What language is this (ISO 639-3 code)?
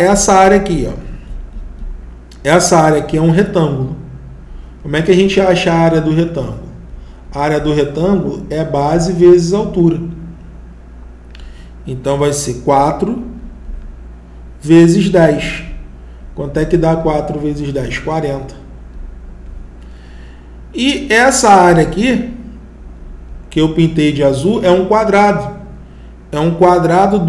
por